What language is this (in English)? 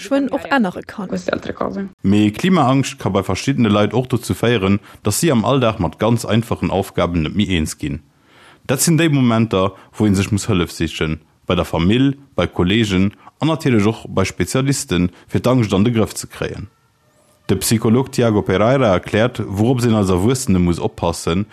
Luxembourgish